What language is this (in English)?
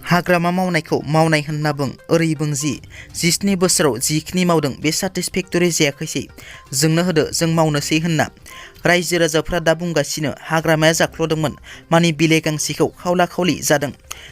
Bodo